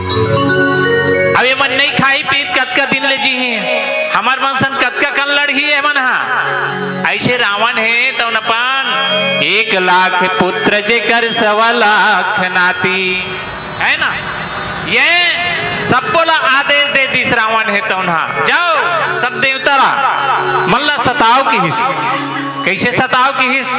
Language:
Chhattisgarhi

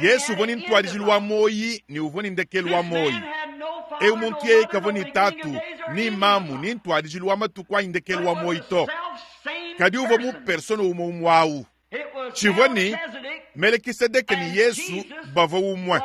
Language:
Luba-Lulua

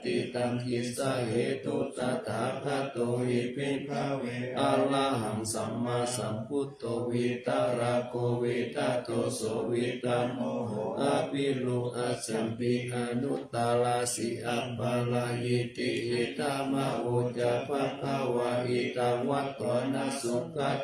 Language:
Pali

